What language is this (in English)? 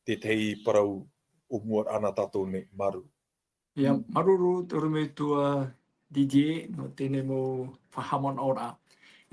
Tahitian